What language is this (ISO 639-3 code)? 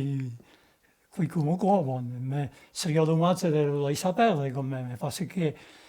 oci